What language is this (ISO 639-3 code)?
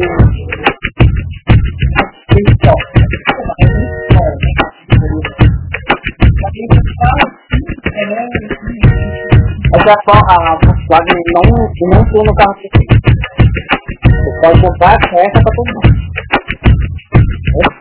por